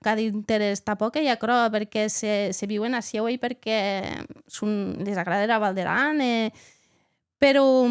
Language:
Occitan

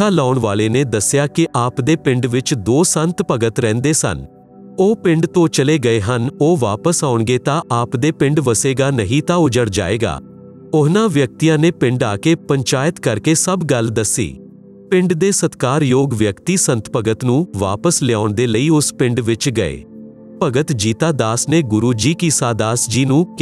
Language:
Punjabi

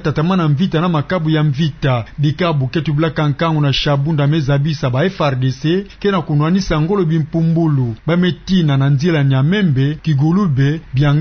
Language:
Kituba (Democratic Republic of Congo)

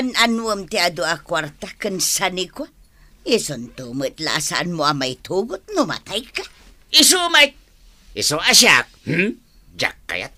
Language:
Iloko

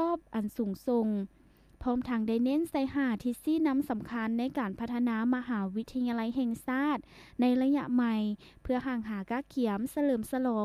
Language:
Lao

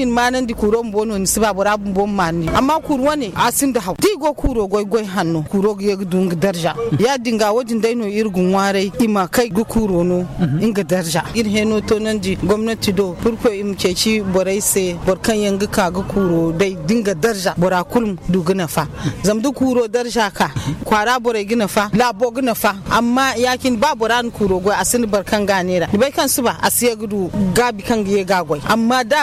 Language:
Zarma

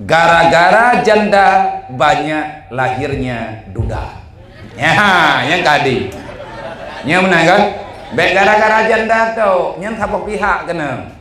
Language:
Achinese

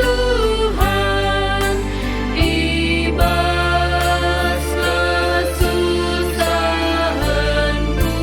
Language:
Batak Karo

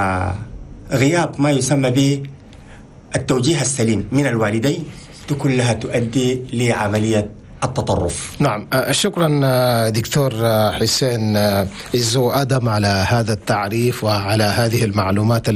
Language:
Chadian Arabic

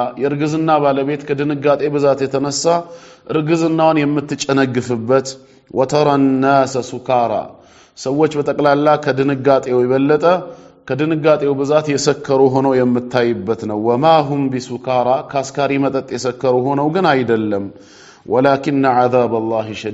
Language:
Amharic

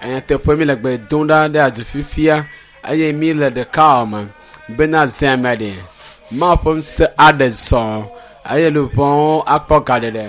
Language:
Ewe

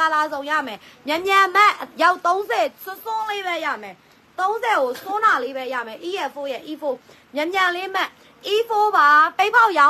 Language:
Burmese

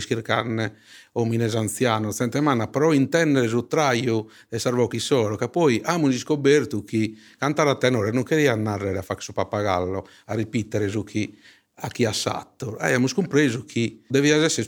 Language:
Sardinian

